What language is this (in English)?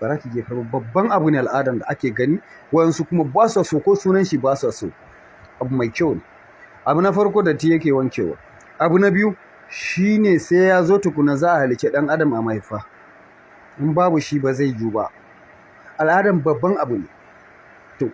Hausa